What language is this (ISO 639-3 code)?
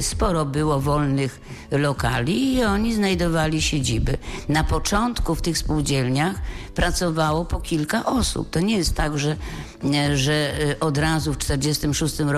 pol